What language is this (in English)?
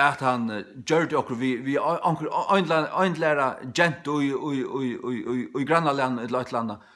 Faroese